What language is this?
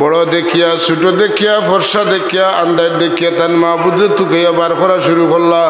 Sylheti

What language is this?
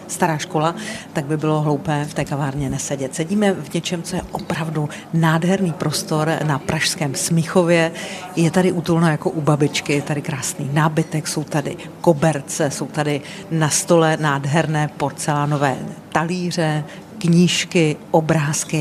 Czech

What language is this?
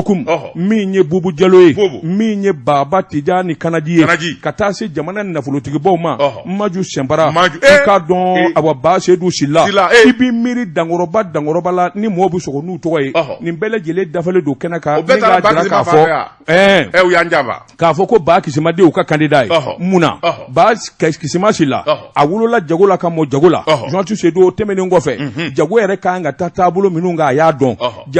Bambara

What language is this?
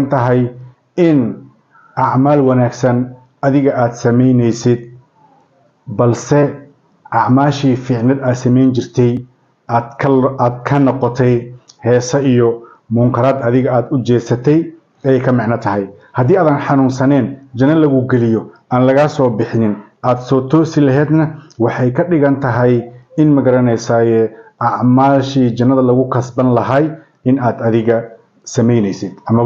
Somali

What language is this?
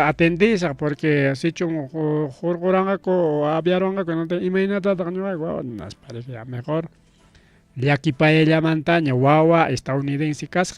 Ayacucho Quechua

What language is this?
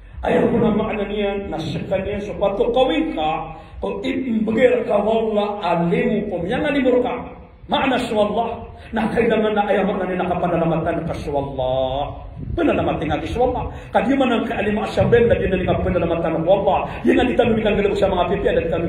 Maranao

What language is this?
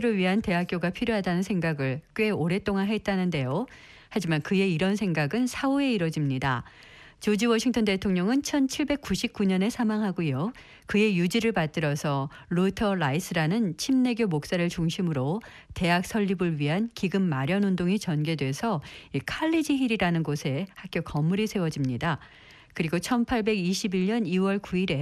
Korean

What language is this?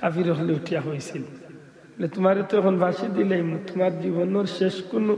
Sylheti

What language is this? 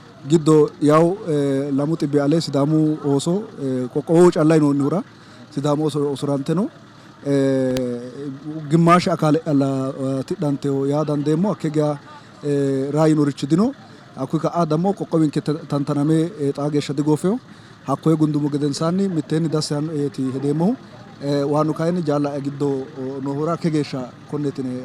Sidamo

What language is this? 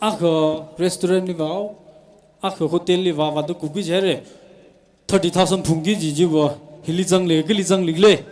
Tangkhul Naga (India)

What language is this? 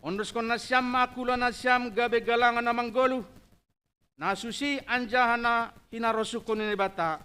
Batak Simalungun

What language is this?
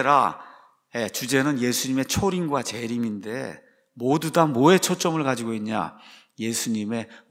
Korean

